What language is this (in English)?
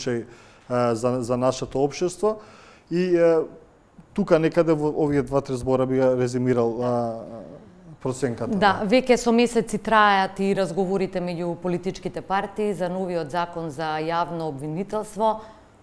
Macedonian